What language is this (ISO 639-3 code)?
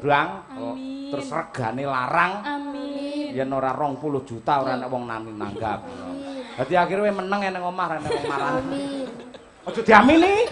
jav